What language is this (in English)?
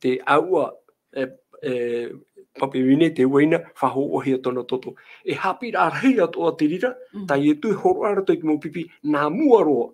Tahitian